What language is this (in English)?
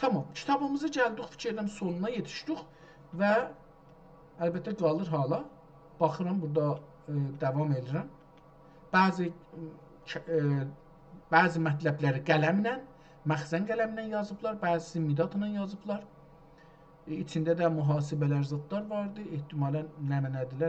South Azerbaijani